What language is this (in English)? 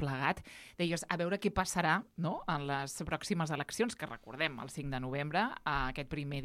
Catalan